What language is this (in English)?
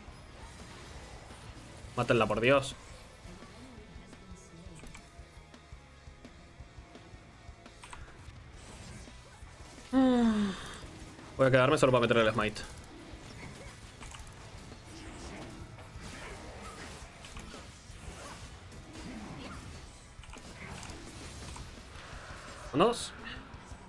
Spanish